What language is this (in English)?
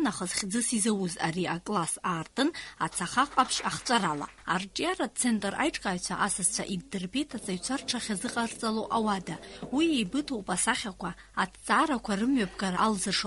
Abkhazian